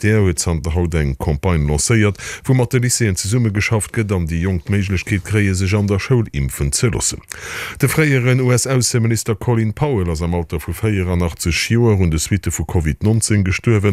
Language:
Luxembourgish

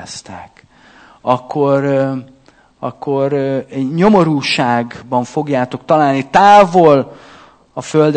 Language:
Hungarian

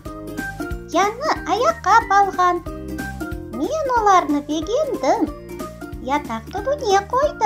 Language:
Crimean Tatar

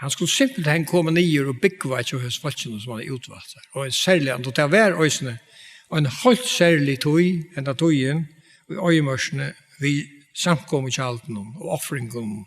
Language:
Faroese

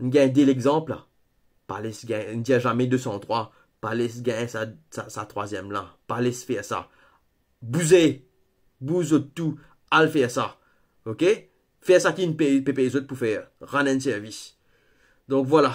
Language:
Morisyen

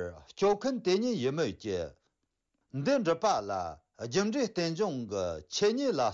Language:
Tibetan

